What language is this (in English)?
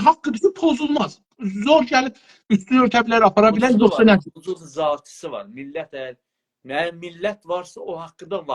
South Azerbaijani